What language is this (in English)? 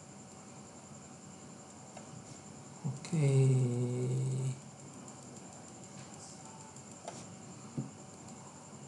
Chinese